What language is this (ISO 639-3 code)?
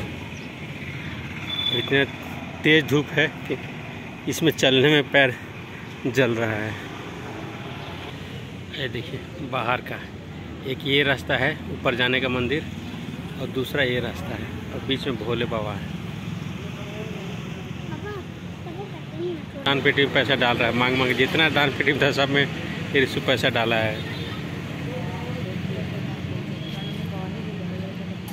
hin